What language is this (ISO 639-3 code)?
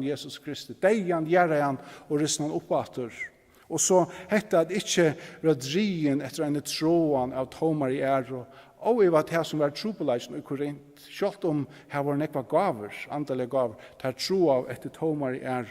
fao